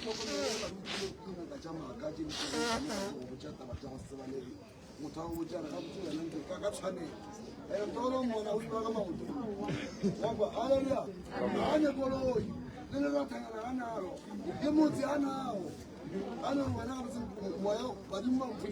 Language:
Northern Sotho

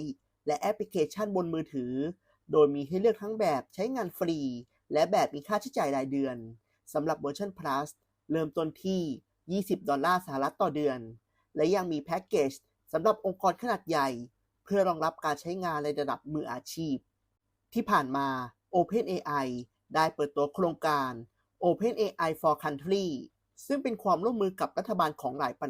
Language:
Lao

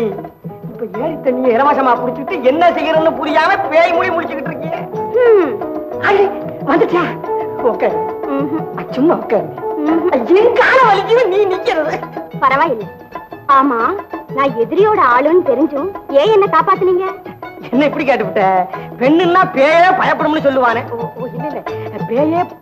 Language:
Tamil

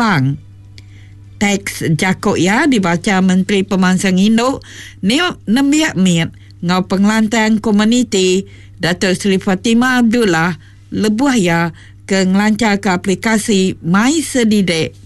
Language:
Iban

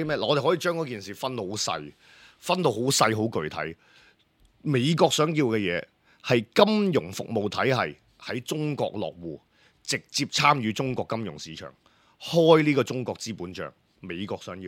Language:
Cantonese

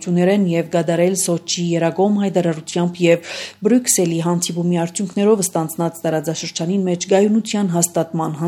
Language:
Armenian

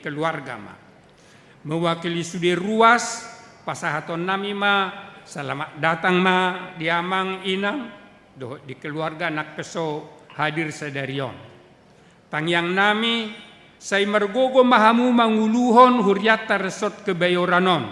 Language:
Batak Toba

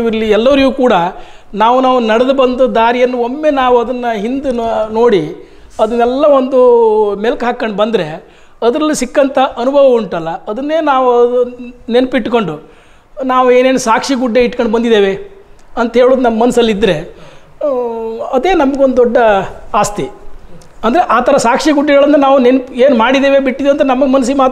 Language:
Kannada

